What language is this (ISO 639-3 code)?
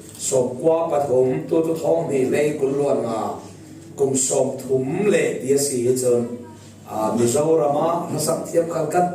cfm